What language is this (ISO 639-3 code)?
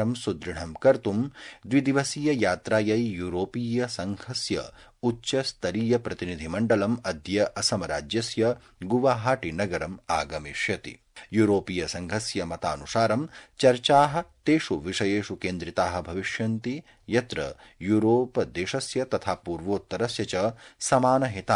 san